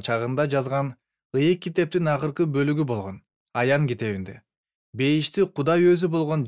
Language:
Kyrgyz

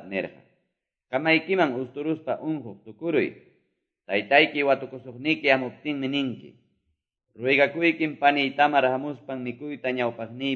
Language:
Quechua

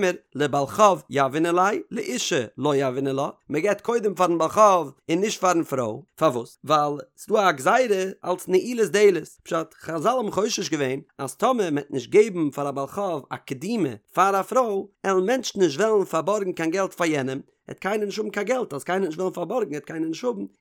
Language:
Yiddish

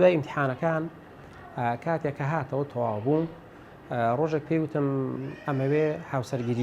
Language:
Central Kurdish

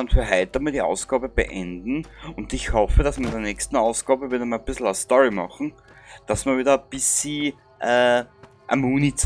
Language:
Bavarian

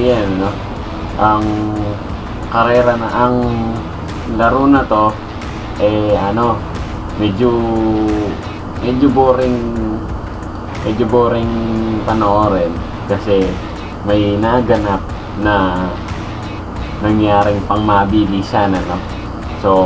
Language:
Filipino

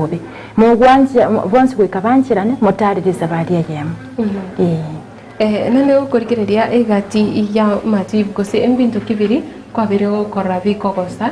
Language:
Gusii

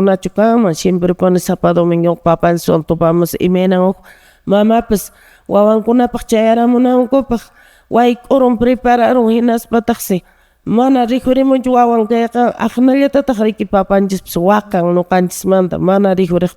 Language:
Quechua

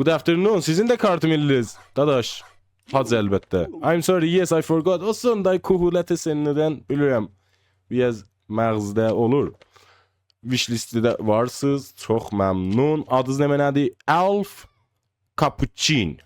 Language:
South Azerbaijani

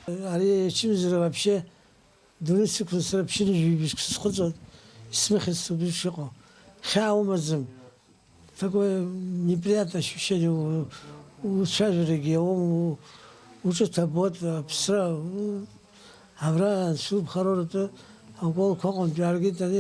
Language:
Abkhazian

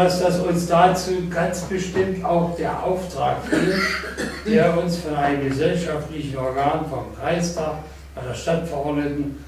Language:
German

